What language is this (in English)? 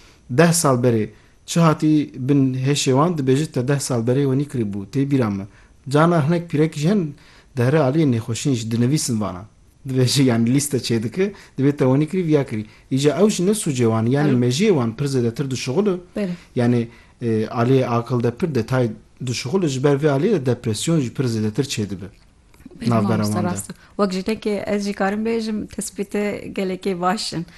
Kurdish